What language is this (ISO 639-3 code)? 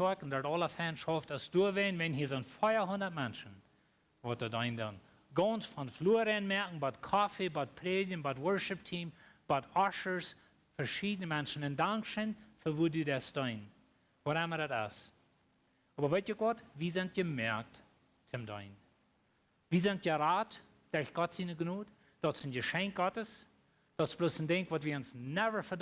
pdt